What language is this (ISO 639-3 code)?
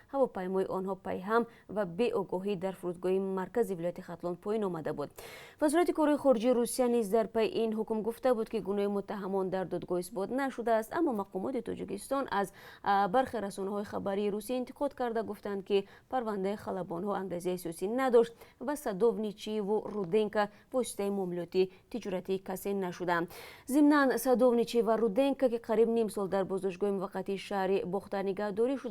tgk